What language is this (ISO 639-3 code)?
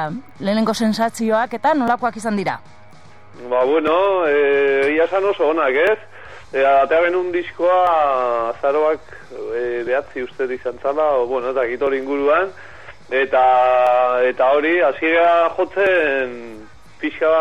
eus